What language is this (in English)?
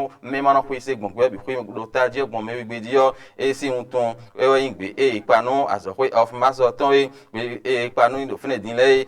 Fon